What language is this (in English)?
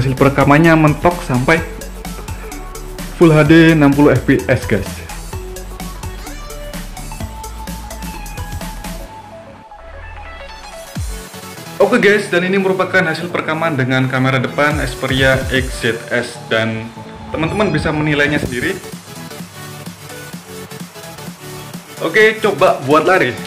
Indonesian